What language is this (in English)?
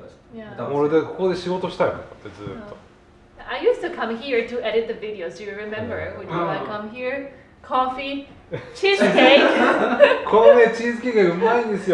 Japanese